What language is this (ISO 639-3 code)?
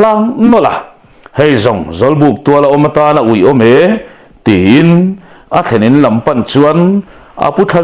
lus